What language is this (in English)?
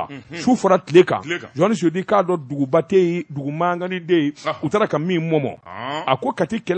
Bambara